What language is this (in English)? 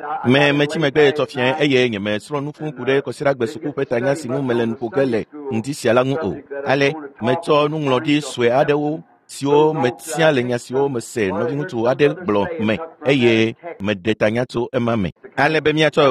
Ewe